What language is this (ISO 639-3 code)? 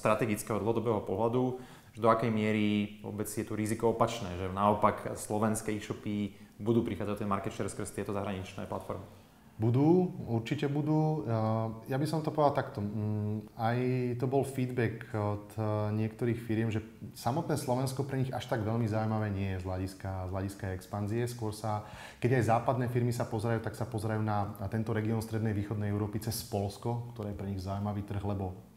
slk